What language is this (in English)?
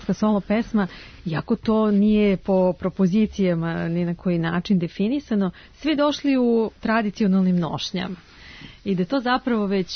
Serbian